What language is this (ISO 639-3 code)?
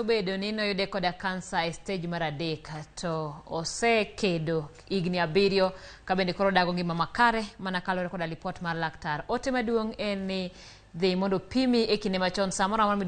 luo